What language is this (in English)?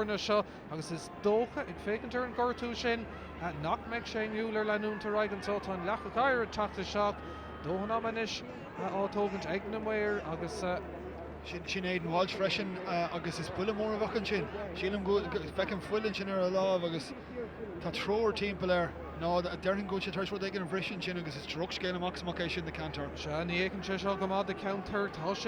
Irish